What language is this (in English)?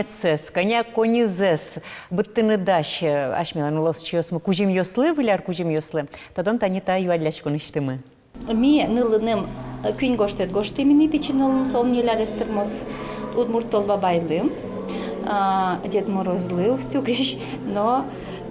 Udmurt